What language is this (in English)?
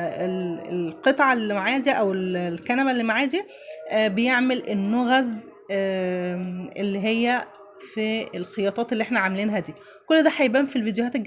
Egyptian Arabic